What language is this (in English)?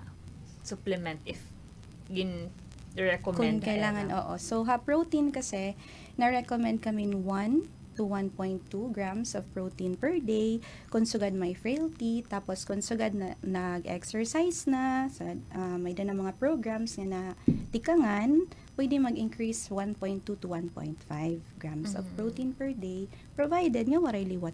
Waray